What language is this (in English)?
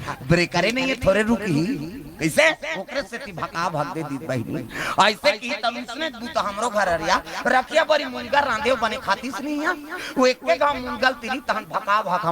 Chhattisgarhi